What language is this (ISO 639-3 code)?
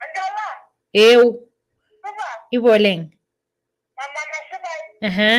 mas